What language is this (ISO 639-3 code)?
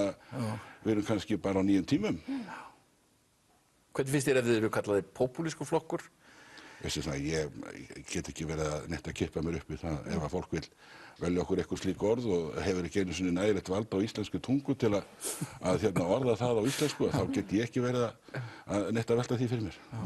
isl